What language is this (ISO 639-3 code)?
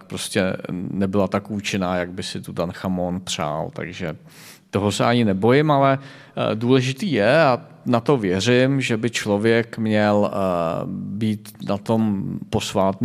ces